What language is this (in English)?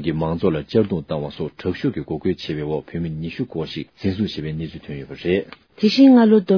Tibetan